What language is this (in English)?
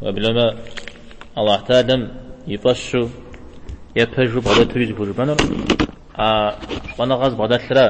Kabardian